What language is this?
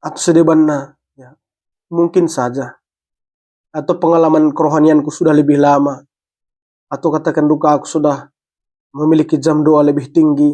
Batak Karo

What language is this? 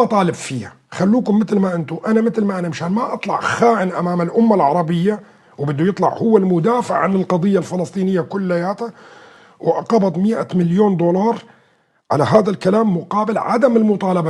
North Levantine Arabic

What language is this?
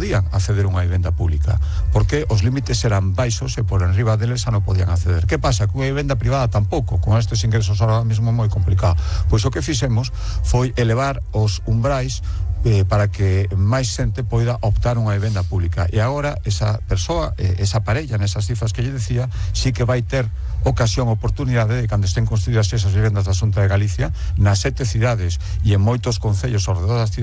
Galician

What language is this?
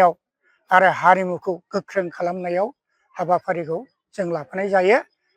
Bodo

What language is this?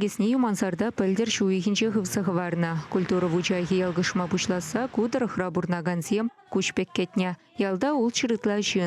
Chuvash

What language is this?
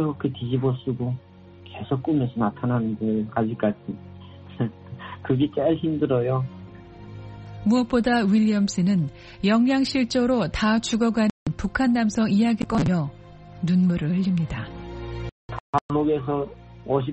Korean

